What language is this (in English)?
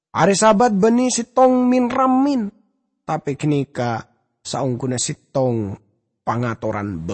Madurese